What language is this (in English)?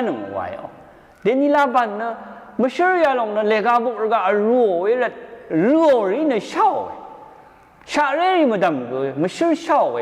Rawang